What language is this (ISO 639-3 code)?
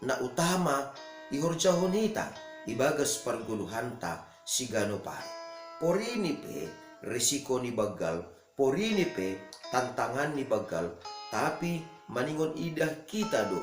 bts